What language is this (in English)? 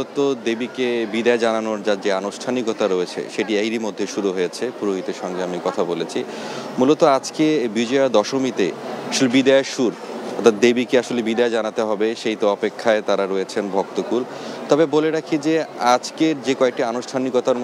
Bangla